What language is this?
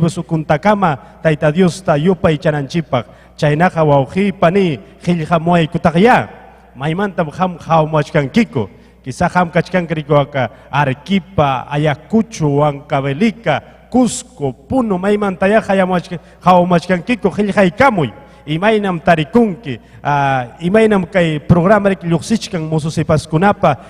Ayacucho Quechua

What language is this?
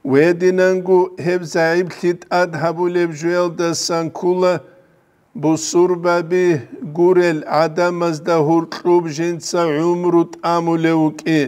Avaric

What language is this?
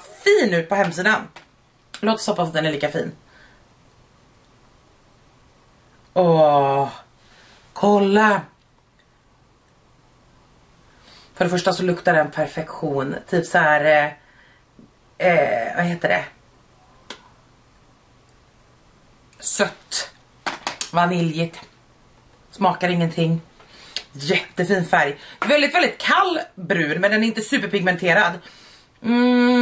Swedish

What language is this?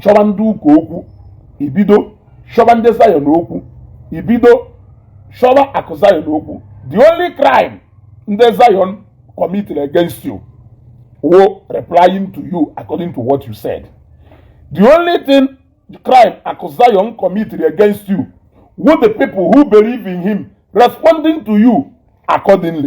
Igbo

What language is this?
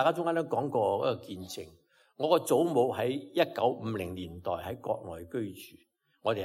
Cantonese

